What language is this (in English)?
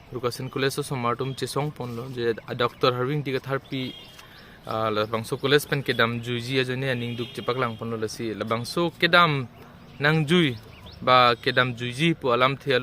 Karbi